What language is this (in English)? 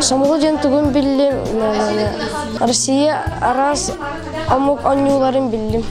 Yakut